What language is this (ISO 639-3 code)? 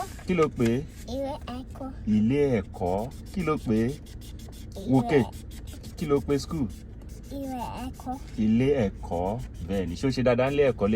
yor